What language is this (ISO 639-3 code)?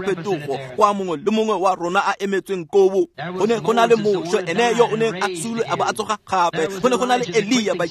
tsn